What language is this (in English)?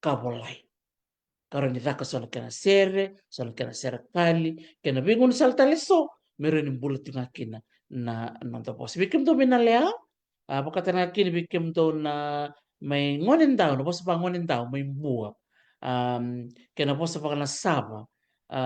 Fijian